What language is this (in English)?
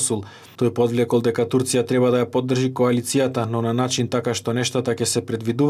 Macedonian